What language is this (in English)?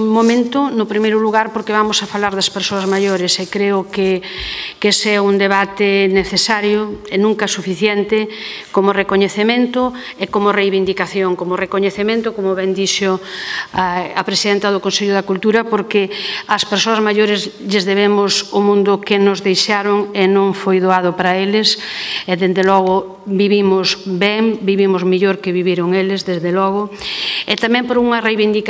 Galician